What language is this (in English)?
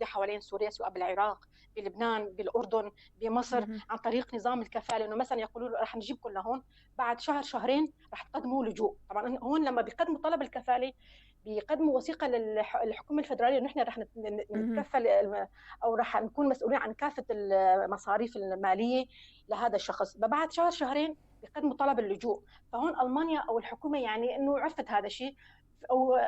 North Levantine Arabic